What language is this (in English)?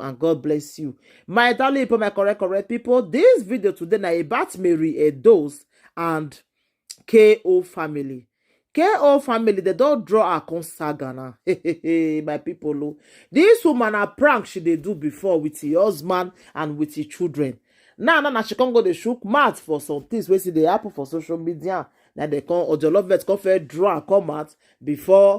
Nigerian Pidgin